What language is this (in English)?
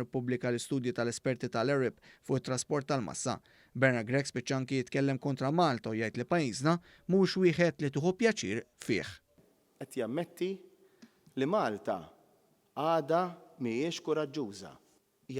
Maltese